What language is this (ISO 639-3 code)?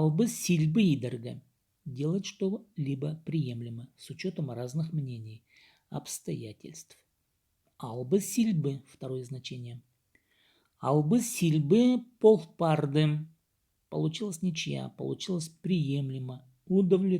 kjh